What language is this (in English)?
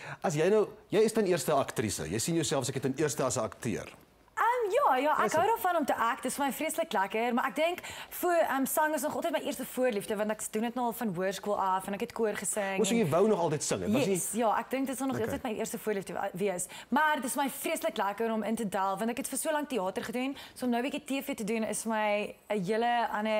Afrikaans